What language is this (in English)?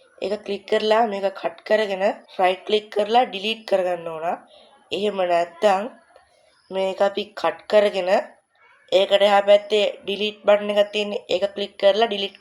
Sinhala